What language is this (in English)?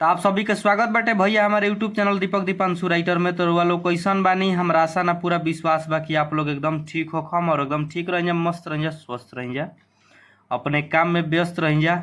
Bhojpuri